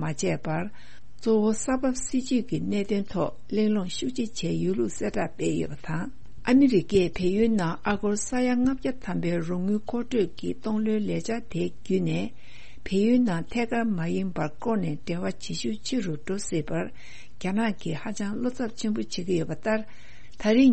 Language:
Tibetan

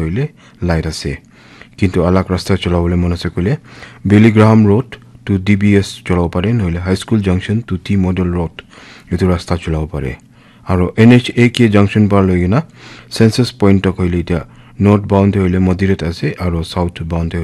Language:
Naga Pidgin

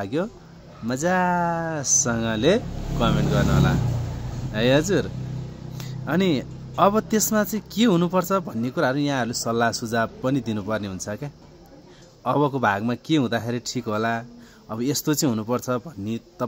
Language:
Nepali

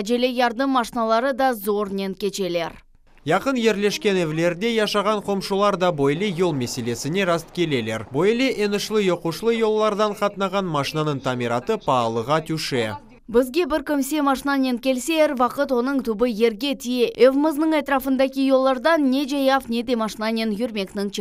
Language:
Crimean Tatar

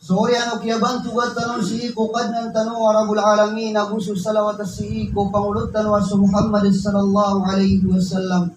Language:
Maranao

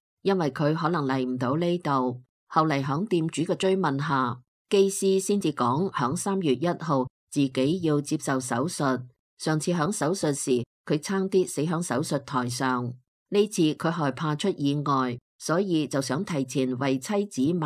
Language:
Cantonese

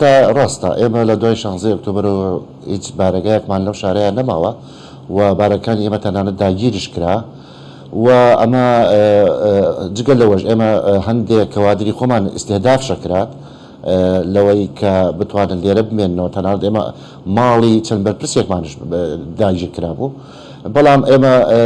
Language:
Central Kurdish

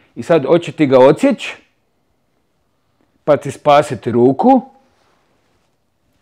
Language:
Croatian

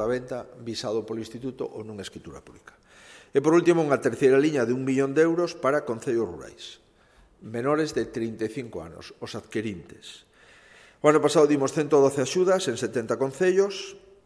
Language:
Galician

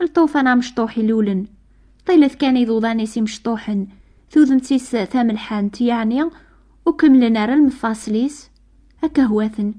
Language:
Kabyle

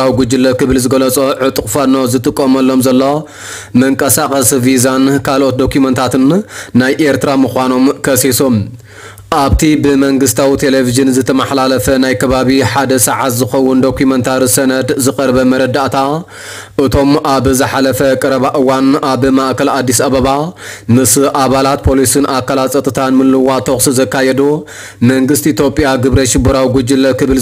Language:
Tigrinya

